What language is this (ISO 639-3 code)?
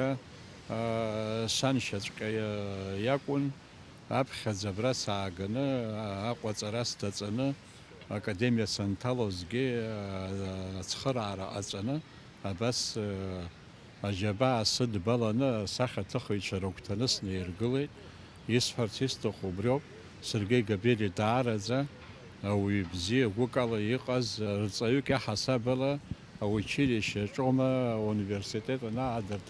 abk